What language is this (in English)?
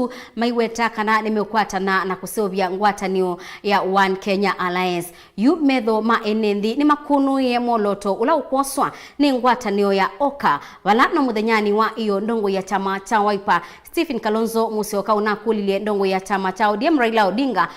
Kamba